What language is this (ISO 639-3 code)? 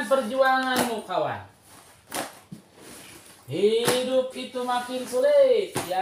ind